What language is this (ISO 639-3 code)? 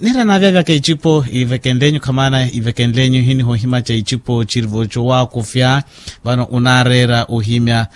vmw